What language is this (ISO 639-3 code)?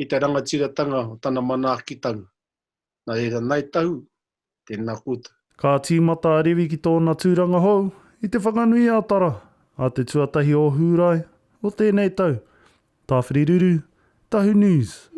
mri